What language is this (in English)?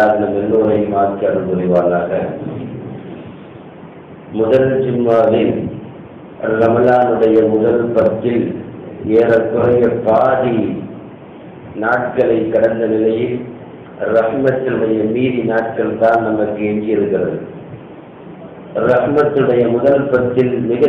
Tamil